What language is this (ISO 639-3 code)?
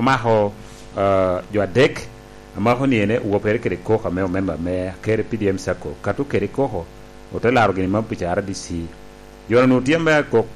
laj